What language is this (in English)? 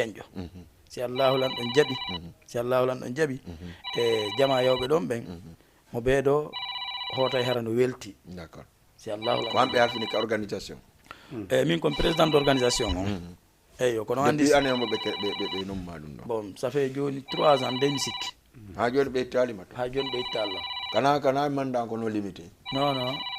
Fula